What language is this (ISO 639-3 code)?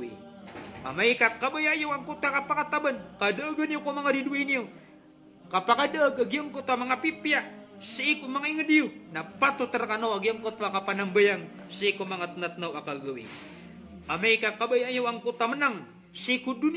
mrw